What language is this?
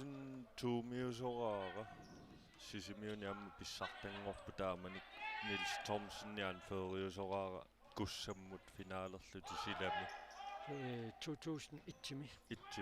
Kalaallisut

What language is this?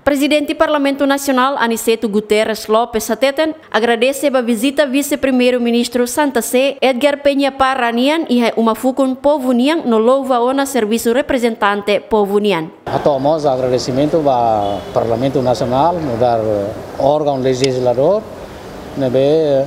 Tetum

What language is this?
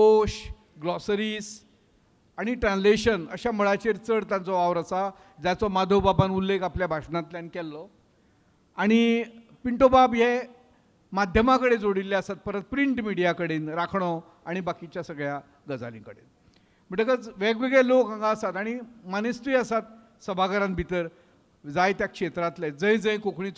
Konkani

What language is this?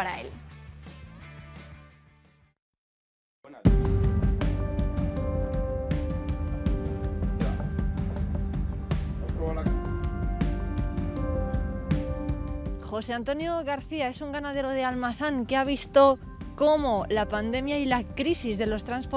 Spanish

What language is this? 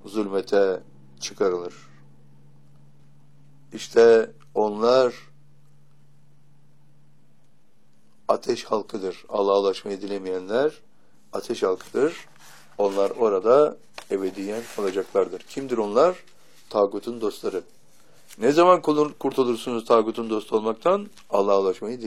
Turkish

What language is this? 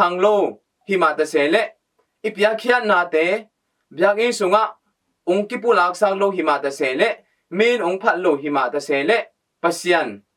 Tedim Chin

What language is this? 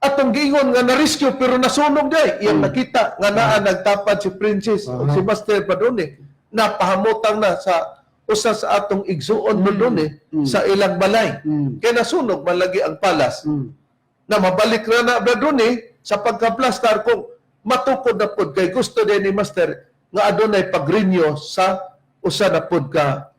Cebuano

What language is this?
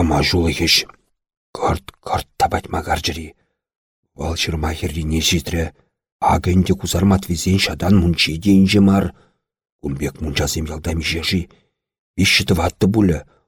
Chuvash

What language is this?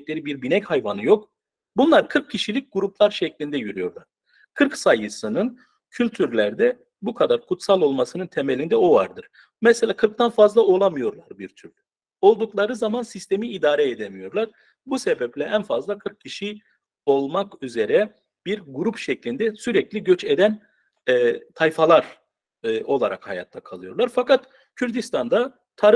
Turkish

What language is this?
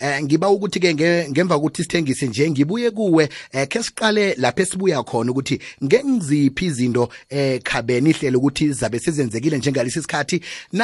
South Ndebele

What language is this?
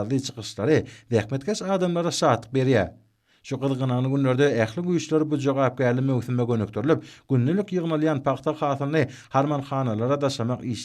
Turkmen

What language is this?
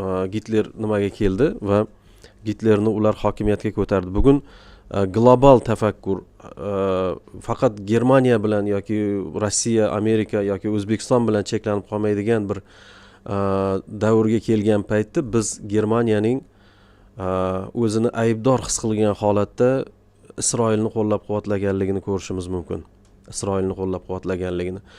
Uzbek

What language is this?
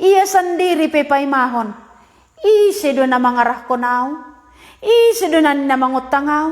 Batak Simalungun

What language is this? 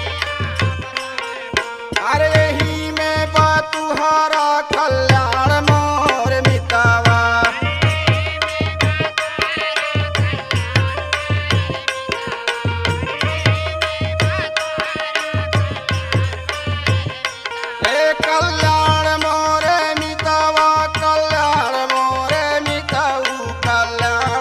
Bhojpuri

